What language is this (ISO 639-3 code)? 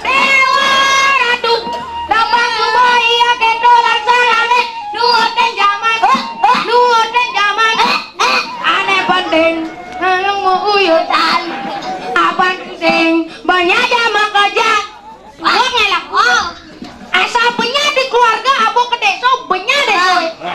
ban